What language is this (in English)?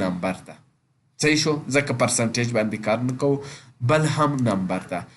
Pashto